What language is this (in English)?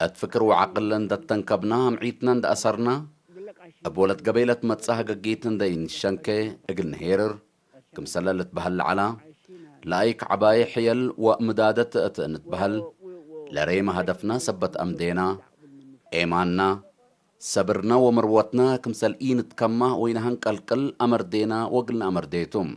Tigre